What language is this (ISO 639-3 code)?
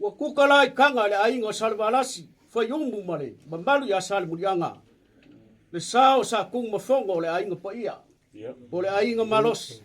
smo